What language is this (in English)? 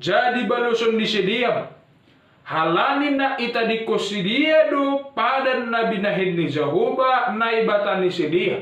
Batak Simalungun